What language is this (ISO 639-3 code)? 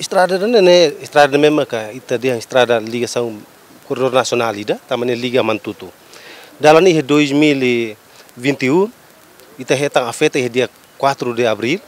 tet